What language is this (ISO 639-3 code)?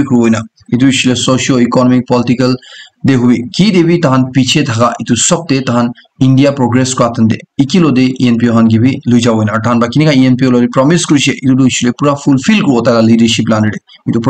nag